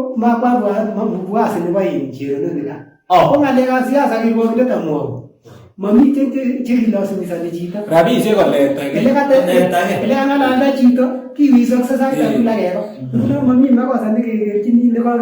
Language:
Kalenjin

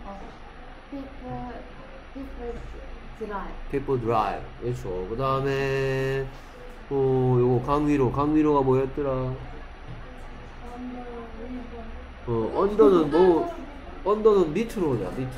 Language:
Korean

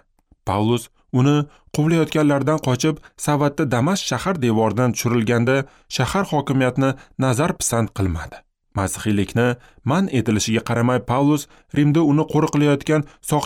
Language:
Uzbek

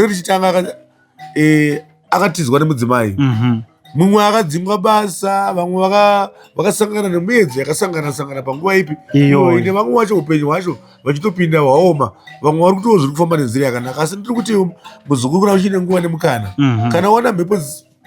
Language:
Shona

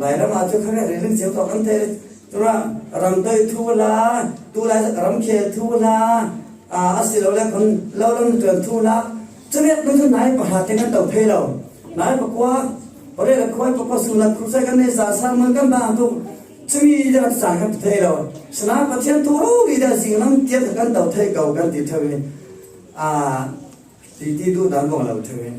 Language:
Falam Chin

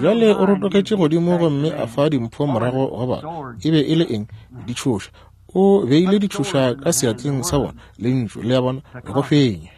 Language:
Northern Sotho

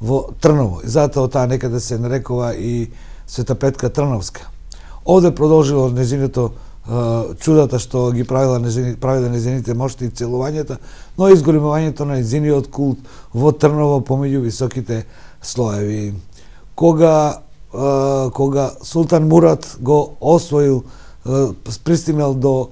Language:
Macedonian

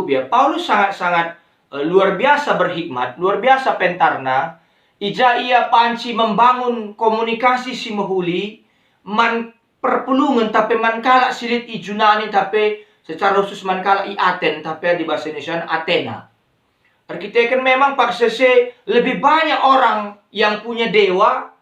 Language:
Batak Karo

